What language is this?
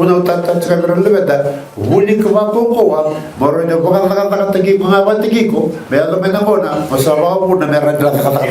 Fijian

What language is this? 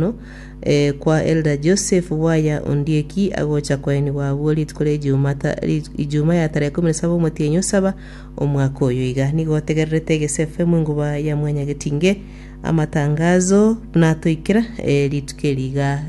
Gusii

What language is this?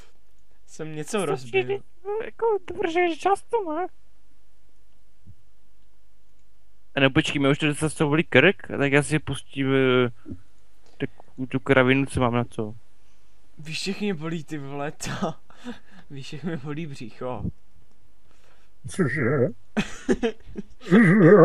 Czech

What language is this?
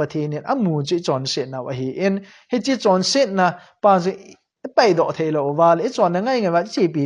Thado Chin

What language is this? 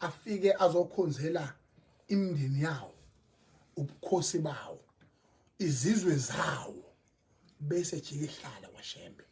Zulu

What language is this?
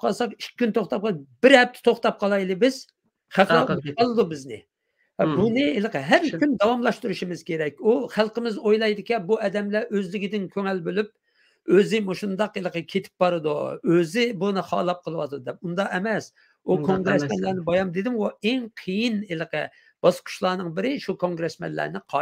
Uyghur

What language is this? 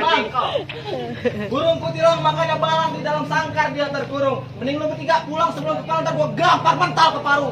Betawi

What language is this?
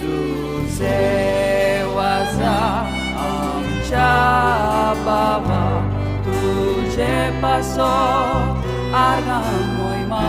Konkani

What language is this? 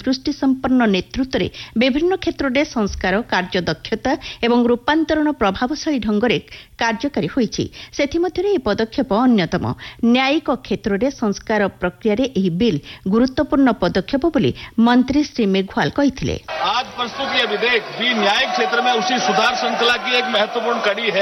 Odia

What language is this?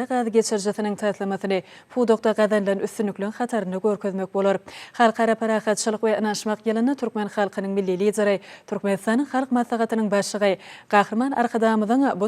Turkmen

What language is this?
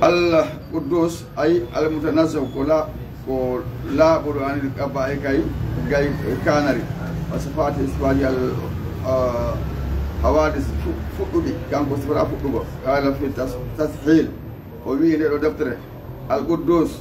Fula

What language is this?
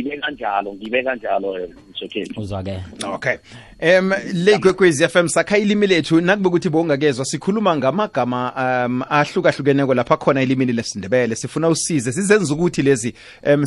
South Ndebele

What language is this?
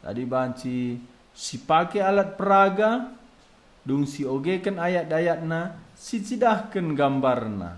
Batak Karo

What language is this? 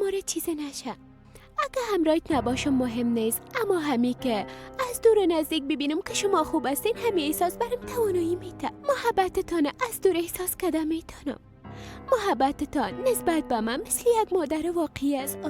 Persian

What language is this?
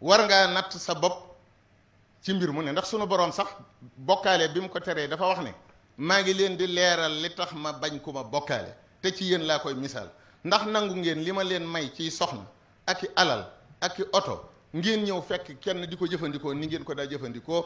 Wolof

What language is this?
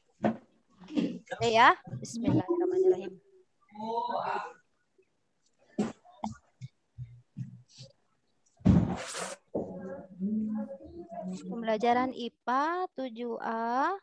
Indonesian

